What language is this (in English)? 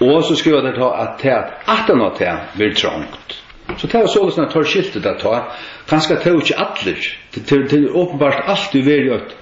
Faroese